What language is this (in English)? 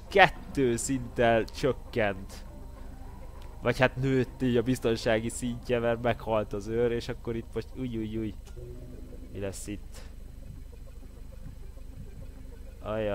Hungarian